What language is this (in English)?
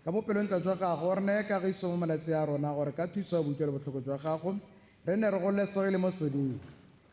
Tswana